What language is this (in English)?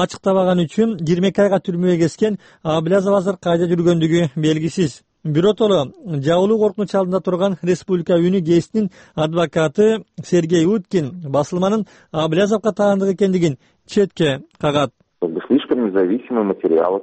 Kyrgyz